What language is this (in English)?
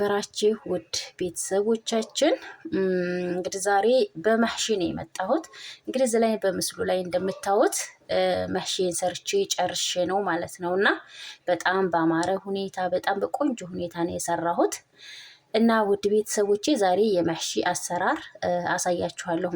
Amharic